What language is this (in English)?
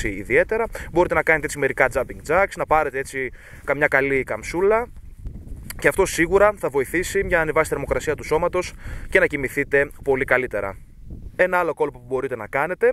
Greek